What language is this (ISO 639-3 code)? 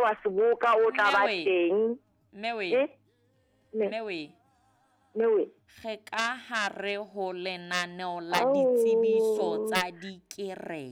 sot